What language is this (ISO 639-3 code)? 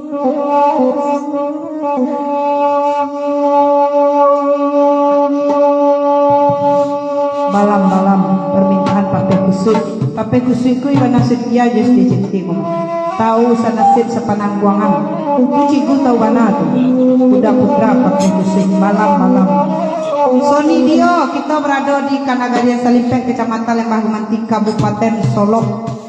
min